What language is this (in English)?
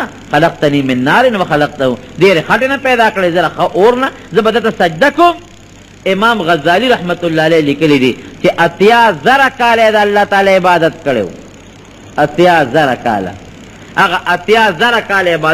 Pashto